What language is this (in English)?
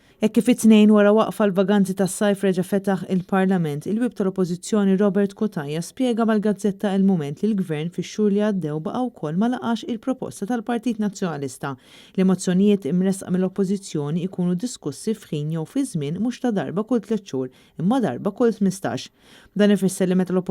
Maltese